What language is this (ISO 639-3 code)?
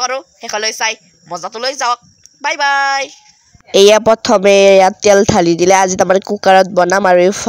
asm